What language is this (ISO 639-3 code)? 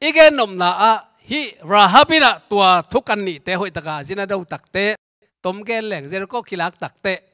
ctd